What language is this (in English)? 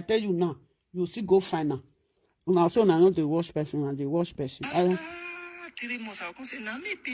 Nigerian Pidgin